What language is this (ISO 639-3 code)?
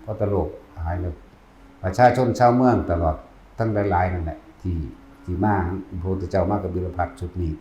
tts